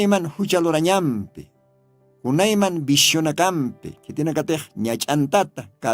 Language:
Aymara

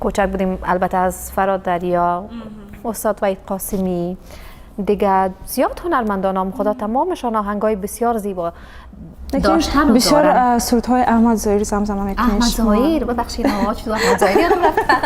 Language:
Tajik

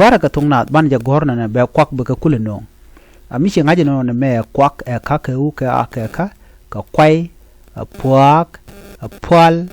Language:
Nuer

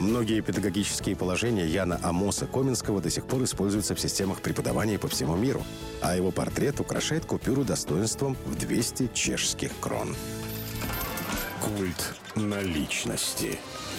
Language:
Russian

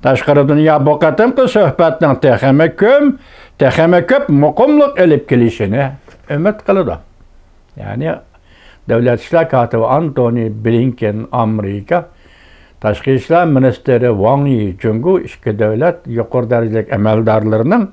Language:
Uyghur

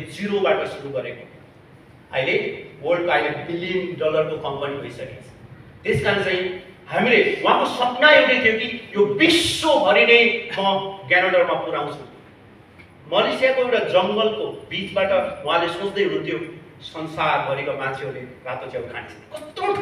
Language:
Nepali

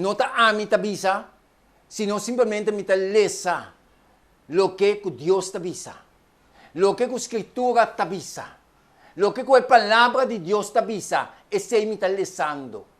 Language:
Papiamento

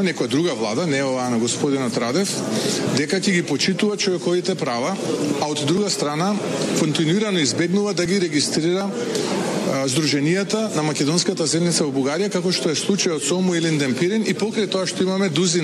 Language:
Macedonian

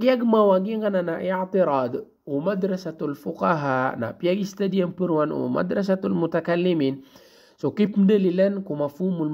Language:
Maranao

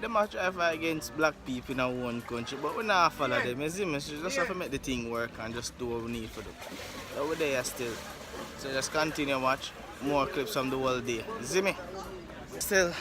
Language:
Jamaican Creole English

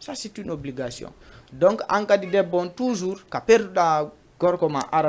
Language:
Fula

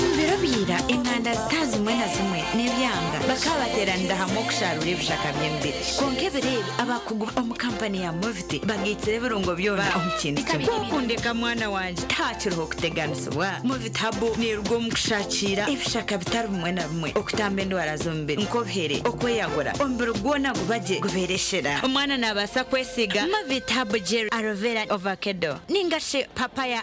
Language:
Nyankole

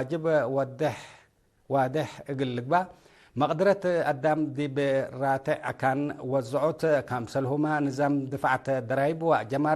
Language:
Tigre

